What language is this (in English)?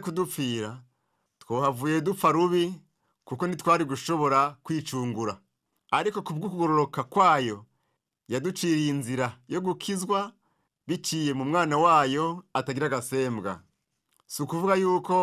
Rundi